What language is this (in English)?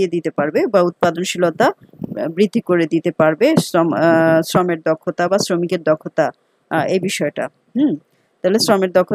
Bangla